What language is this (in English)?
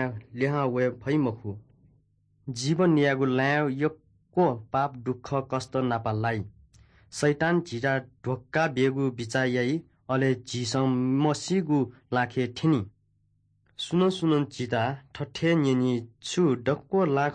Newari